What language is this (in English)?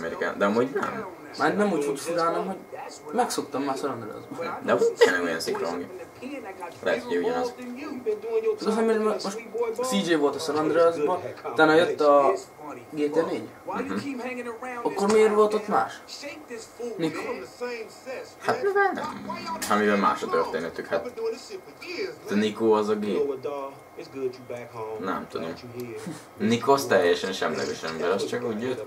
Hungarian